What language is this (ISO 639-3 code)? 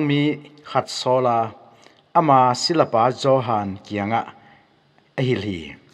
ctd